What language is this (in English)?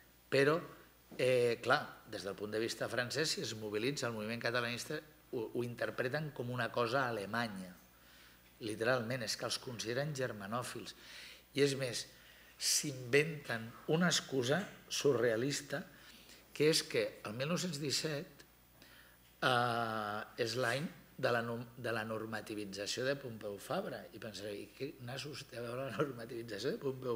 Catalan